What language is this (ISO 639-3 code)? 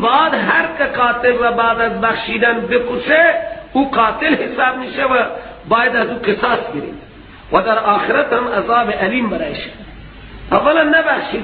fas